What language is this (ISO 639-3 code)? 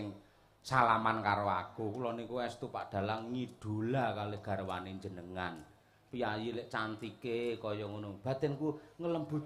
jav